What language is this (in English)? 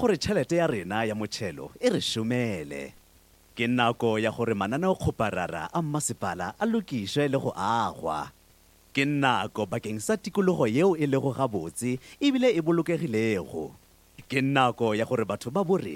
Northern Sotho